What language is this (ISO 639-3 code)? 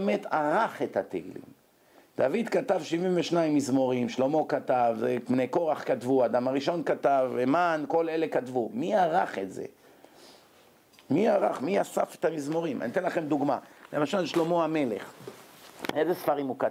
heb